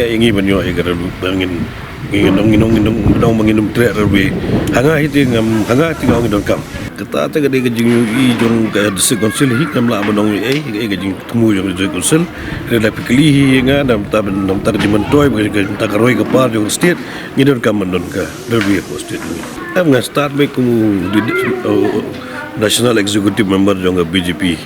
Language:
Khasi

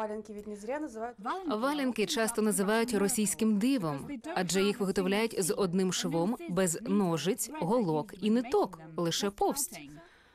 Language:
Ukrainian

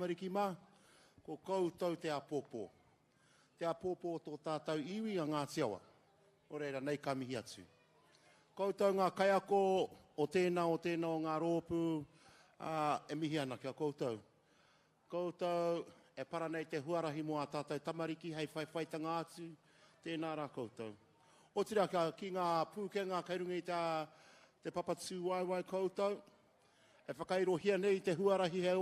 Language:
Māori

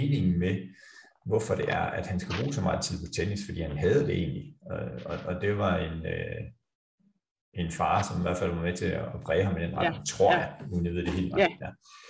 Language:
Danish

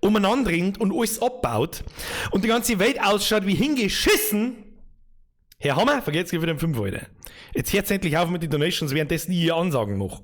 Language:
Bavarian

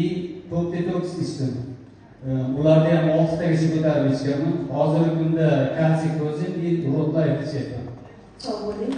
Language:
Uzbek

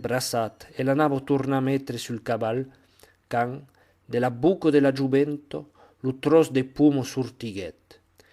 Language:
Occitan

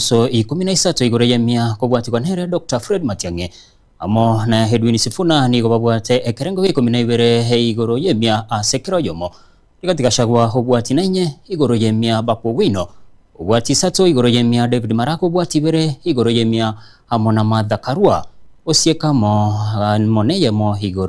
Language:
Gusii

